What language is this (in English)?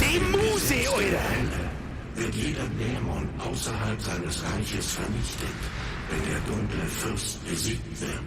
Bavarian